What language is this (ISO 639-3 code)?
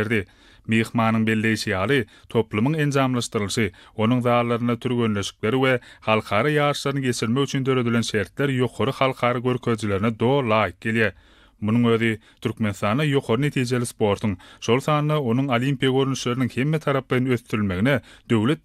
tuk